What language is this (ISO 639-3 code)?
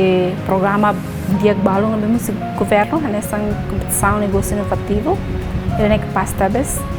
tet